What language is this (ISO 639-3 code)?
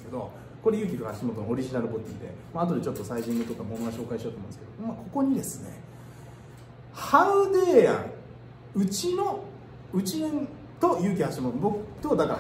jpn